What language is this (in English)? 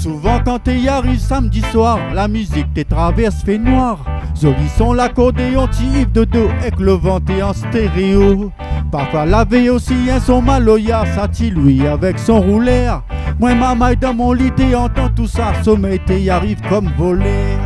Réunion Creole French